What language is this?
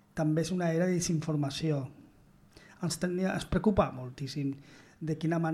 Catalan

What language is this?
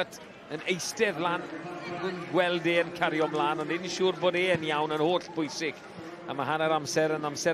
Welsh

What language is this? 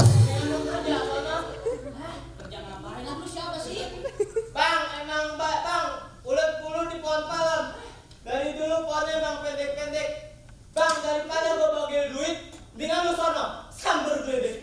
Betawi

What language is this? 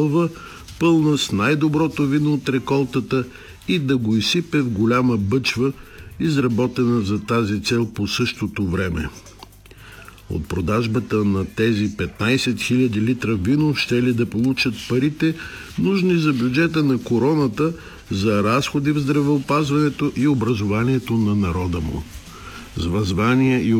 Bulgarian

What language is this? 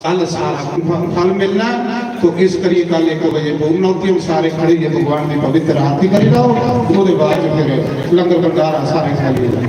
Dogri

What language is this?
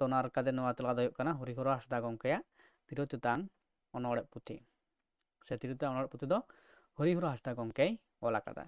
Santali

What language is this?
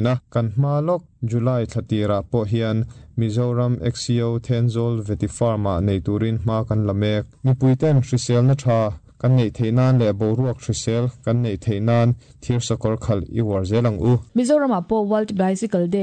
Mizo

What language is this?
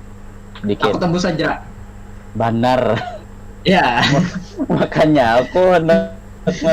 Banjar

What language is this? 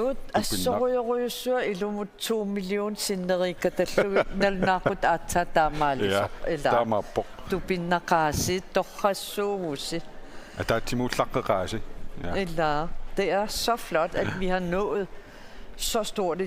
Kalaallisut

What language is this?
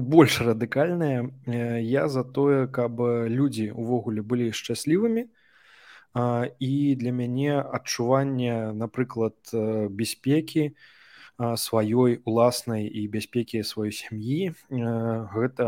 Belarusian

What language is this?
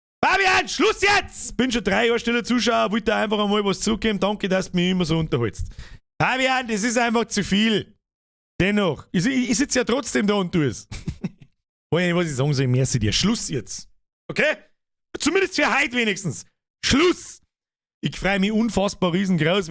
Bavarian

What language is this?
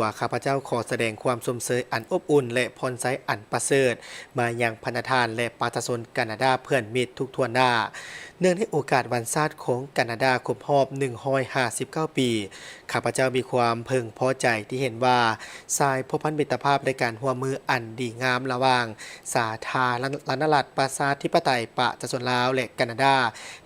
Lao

